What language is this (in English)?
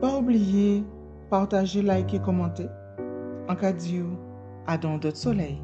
Guadeloupean Creole French